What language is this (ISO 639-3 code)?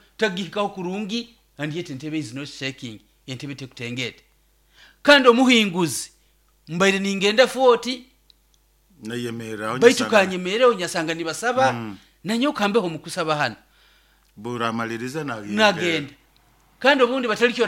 nyo